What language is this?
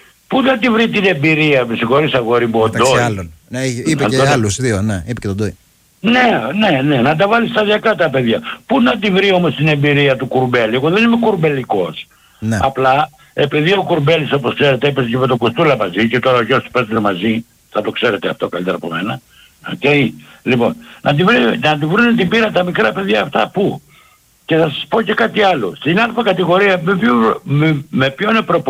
Greek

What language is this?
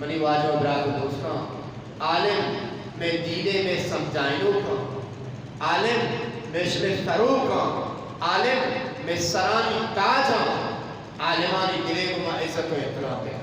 Eastern Balochi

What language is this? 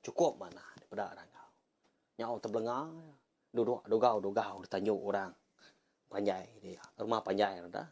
Iban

